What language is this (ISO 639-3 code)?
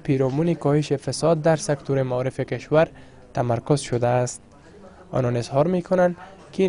fas